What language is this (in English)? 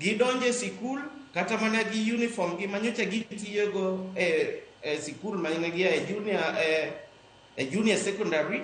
Luo (Kenya and Tanzania)